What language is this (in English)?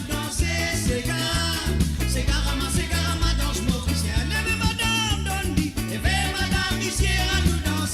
Morisyen